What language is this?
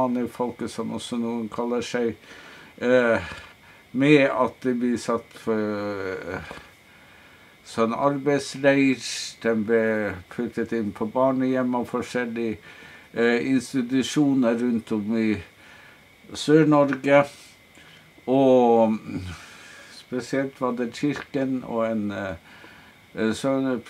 Norwegian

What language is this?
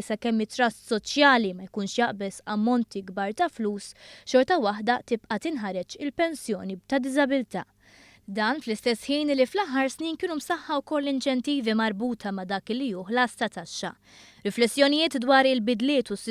Maltese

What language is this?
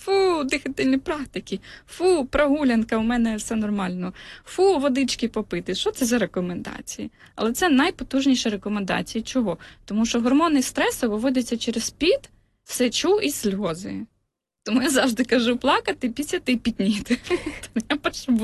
Ukrainian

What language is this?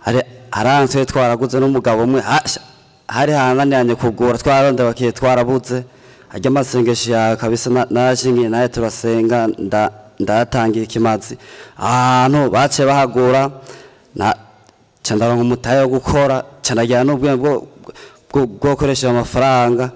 Rundi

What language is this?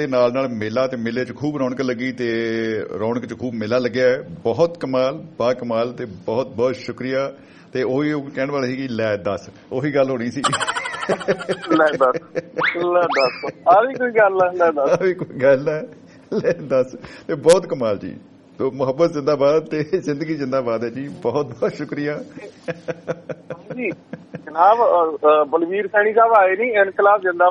Punjabi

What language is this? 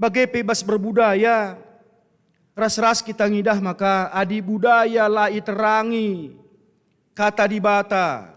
Batak Karo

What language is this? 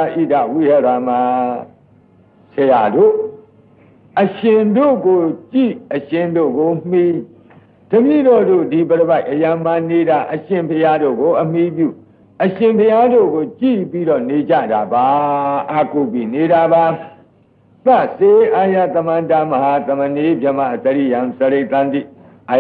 Burmese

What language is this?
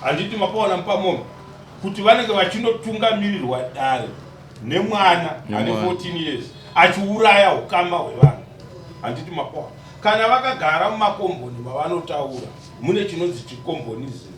Shona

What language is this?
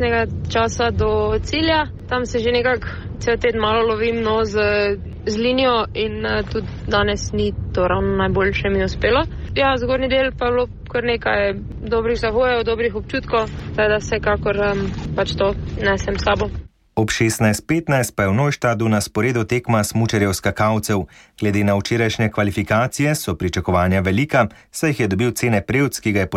Slovenian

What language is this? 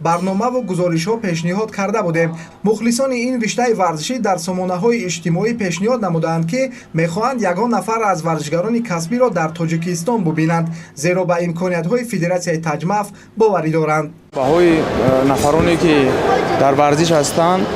Tajik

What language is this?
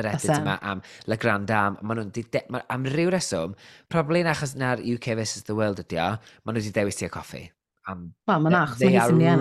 Welsh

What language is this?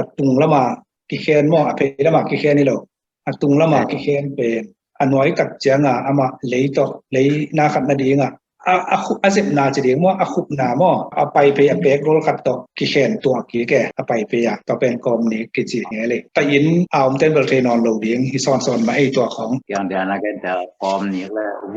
Tedim Chin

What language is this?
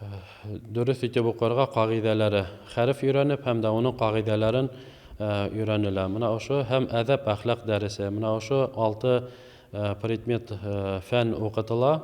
Bashkir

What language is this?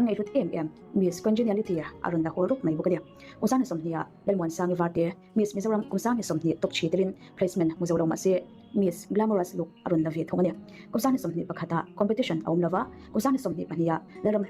Mizo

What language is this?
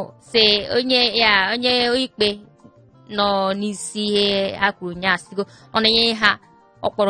Igbo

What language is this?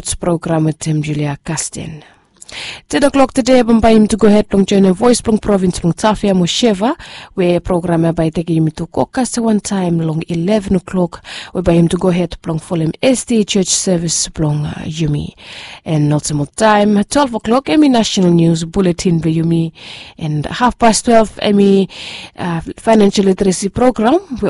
Bislama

